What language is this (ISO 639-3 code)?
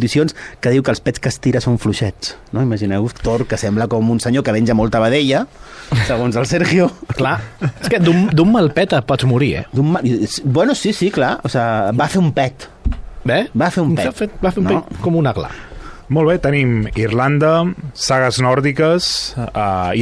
cat